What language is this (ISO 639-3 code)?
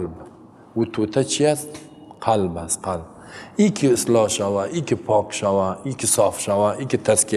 fas